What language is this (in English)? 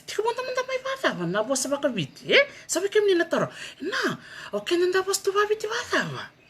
Fijian